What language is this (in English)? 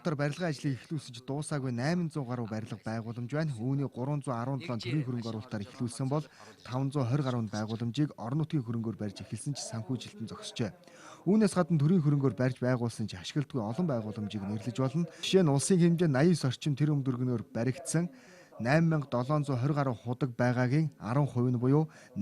Mongolian